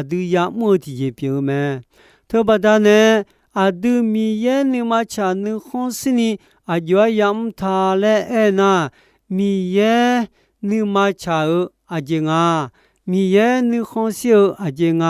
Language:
Akha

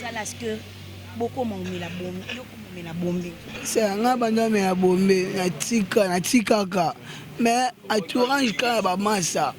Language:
Lingala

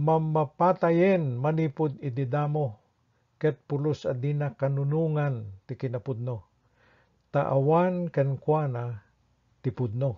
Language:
Iloko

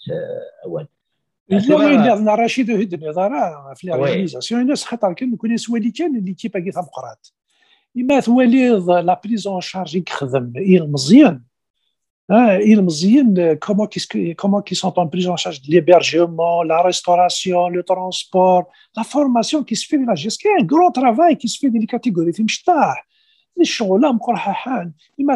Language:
Kabyle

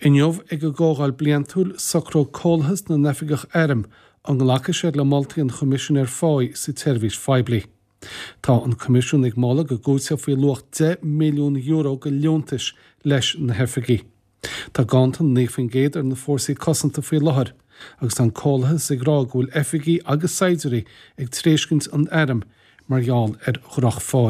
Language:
Irish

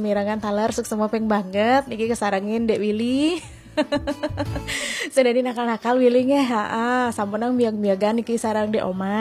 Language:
Balinese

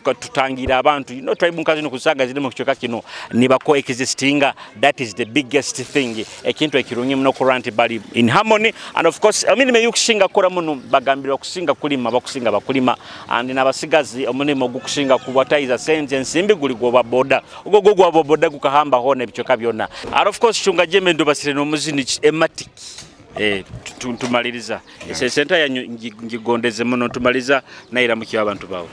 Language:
Nyoro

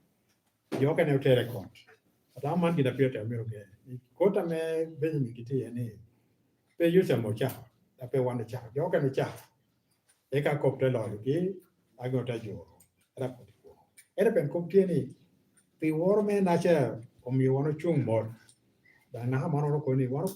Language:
Lango (Uganda)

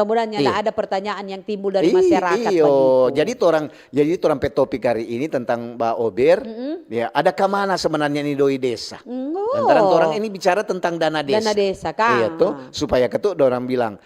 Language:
Manado Malay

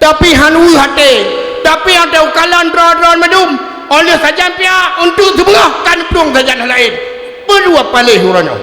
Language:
Achinese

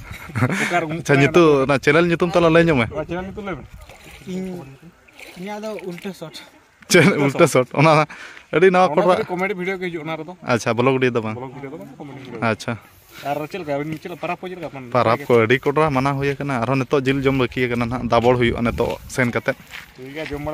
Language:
Santali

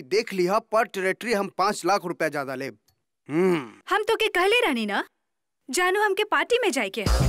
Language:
Bhojpuri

